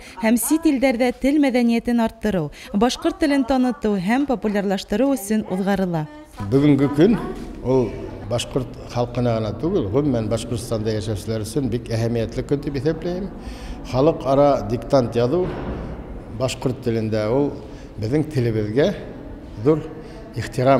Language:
Bashkir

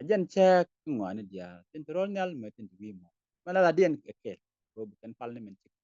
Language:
Nuer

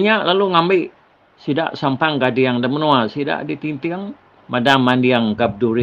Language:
Iban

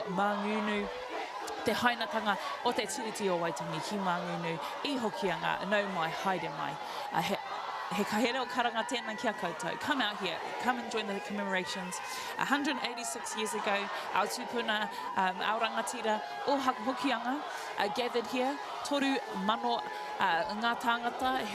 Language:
Māori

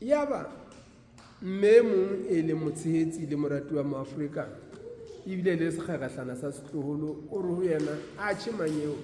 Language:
Southern Sotho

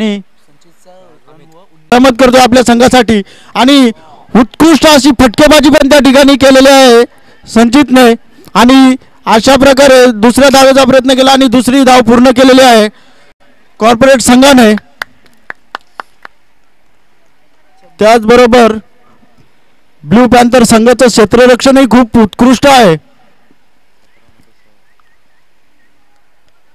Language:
Marathi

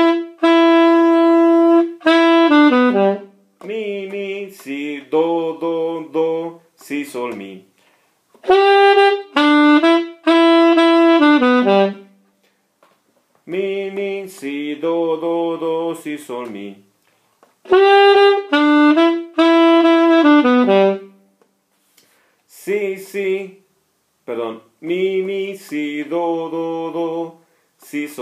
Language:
Spanish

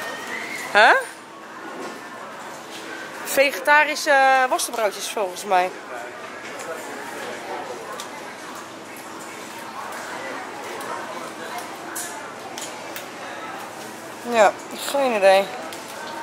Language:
Dutch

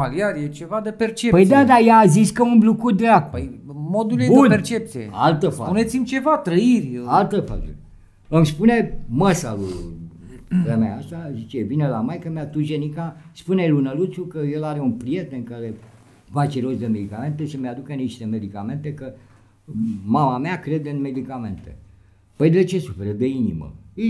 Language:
Romanian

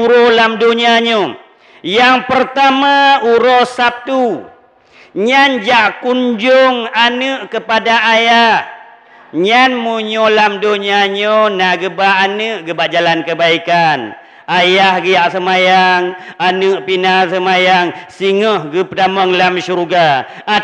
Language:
Achinese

